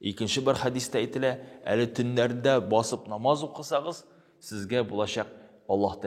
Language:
Tatar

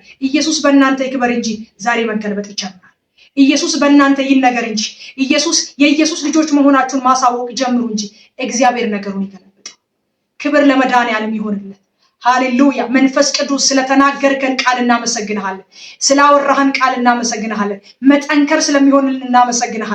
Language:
Amharic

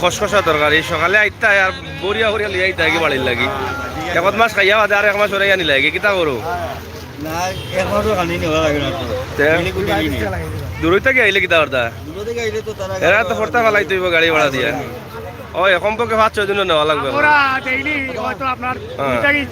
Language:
Sylheti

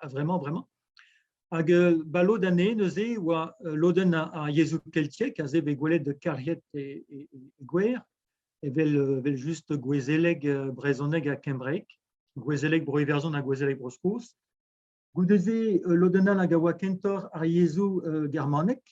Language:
Breton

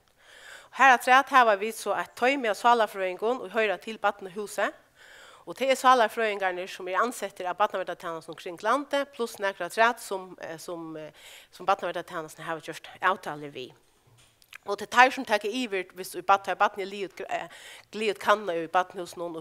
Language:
Faroese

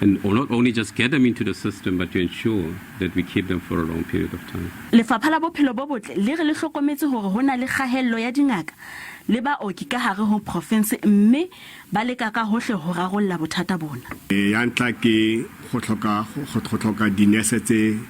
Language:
Southern Sotho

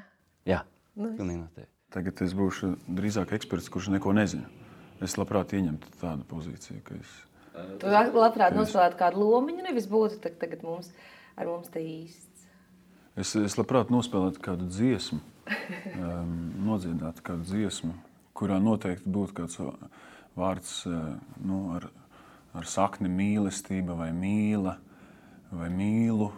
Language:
Latvian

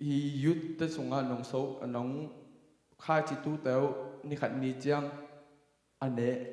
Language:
Tedim Chin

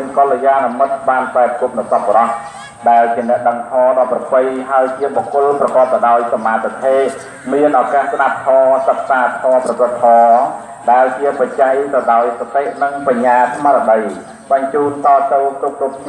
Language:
Khmer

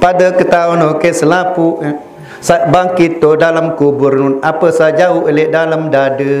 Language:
Sasak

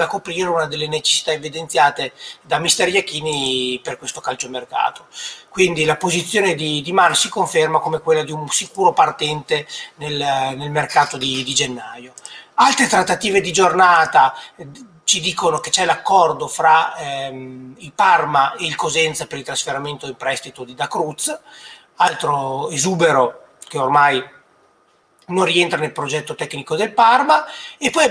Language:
Italian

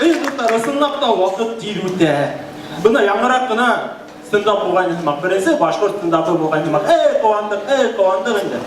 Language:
Bashkir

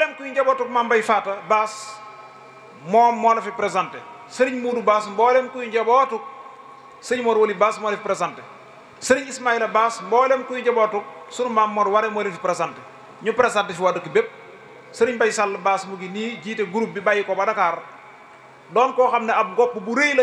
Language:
Wolof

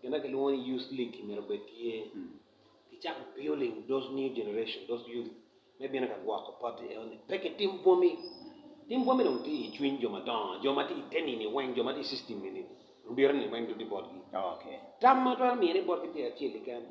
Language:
Acoli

